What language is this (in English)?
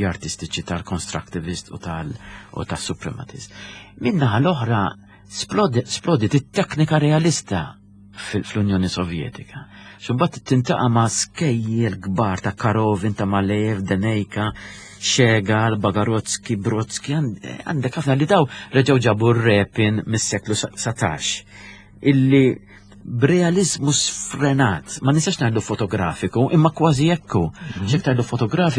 Maltese